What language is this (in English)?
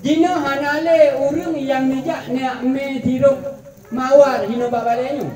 Achinese